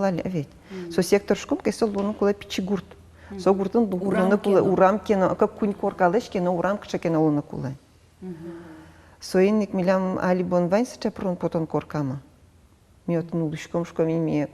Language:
Udmurt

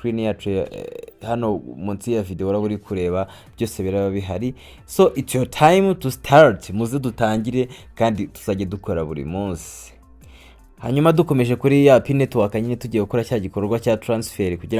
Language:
Kinyarwanda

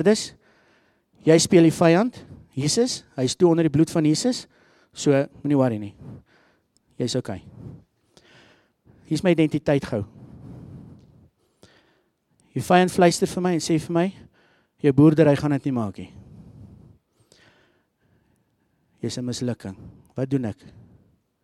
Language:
Afrikaans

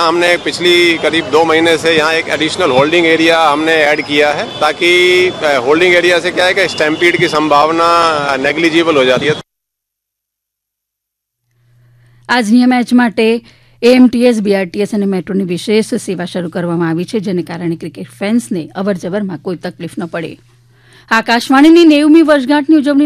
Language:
Gujarati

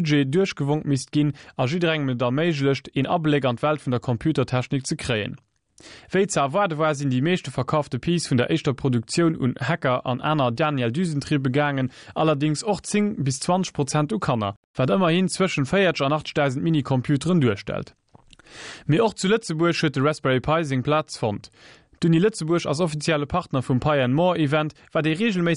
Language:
Luxembourgish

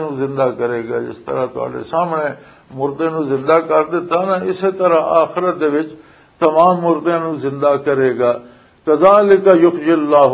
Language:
Western Panjabi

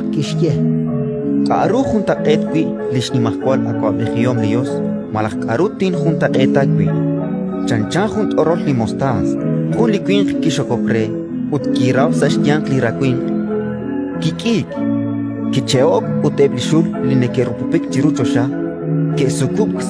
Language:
Kekchí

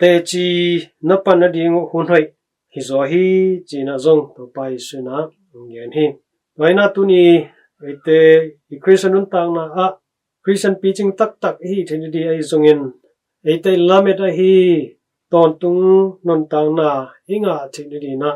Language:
Tedim Chin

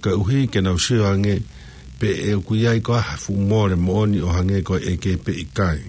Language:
Tongan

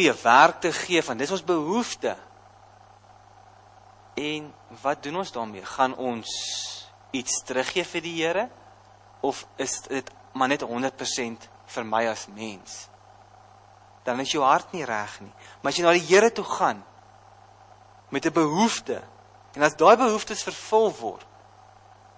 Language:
Afrikaans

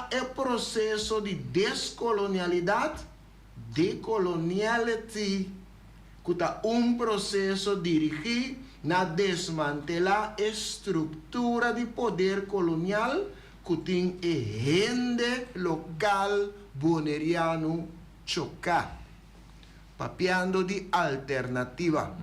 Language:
Papiamento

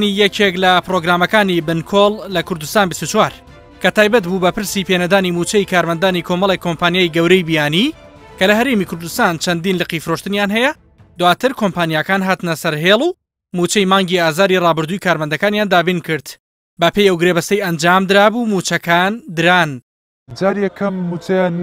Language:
Central Kurdish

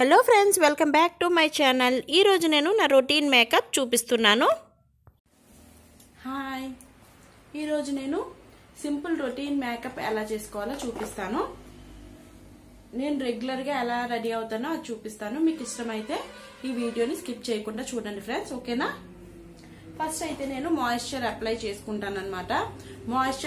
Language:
Telugu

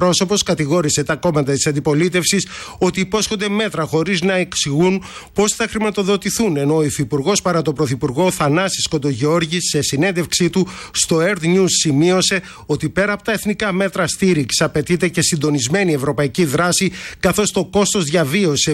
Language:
Greek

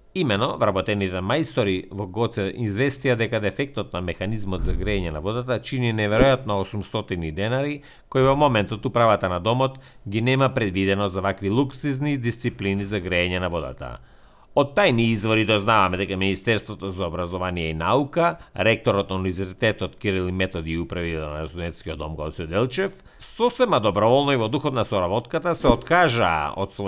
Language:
Macedonian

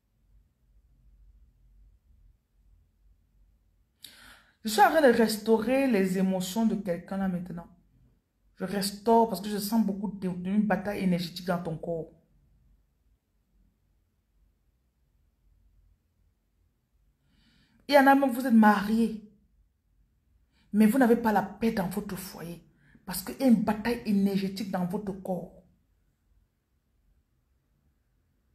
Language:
French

